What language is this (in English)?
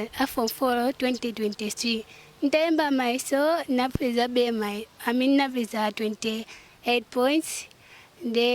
Nyanja